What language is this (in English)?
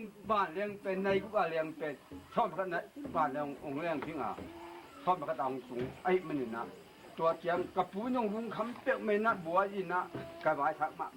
Tedim Chin